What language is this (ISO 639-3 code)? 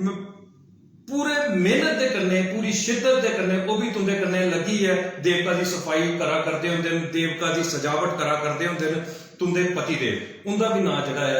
doi